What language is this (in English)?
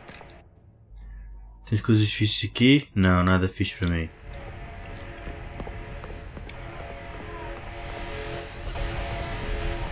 Portuguese